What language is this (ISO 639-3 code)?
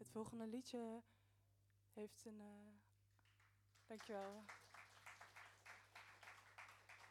nld